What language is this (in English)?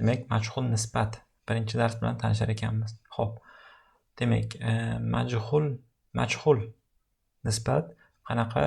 Uzbek